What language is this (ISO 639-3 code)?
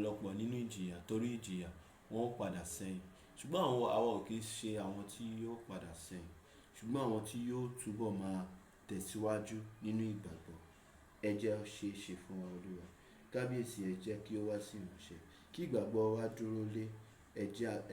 yor